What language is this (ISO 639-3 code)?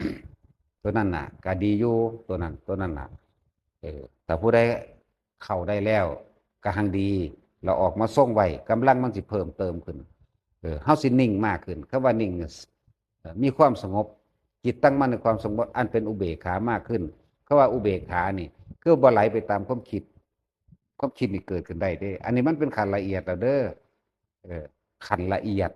lao